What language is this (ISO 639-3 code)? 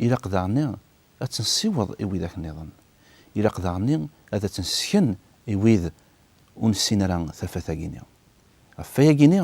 kab